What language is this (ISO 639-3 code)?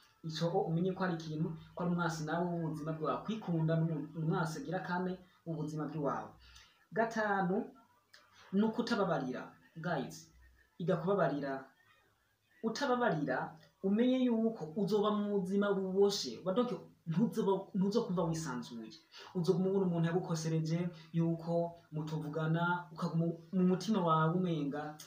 run